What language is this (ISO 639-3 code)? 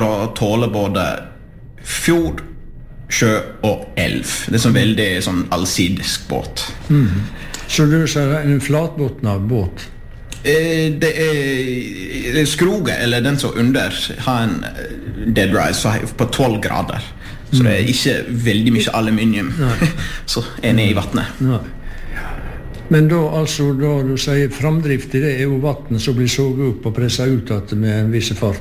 nor